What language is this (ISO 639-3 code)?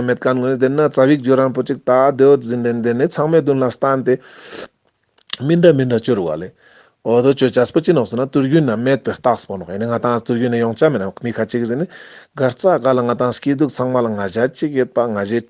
lbj